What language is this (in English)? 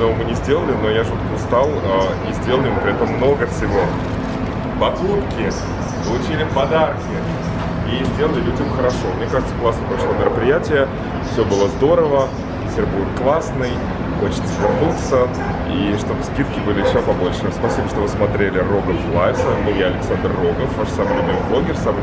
Russian